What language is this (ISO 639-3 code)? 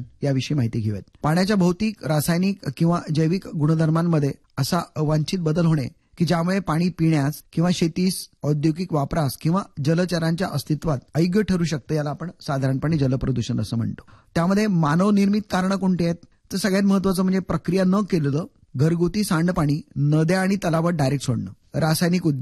mar